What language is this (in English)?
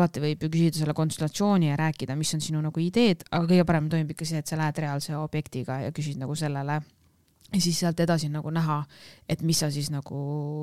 Estonian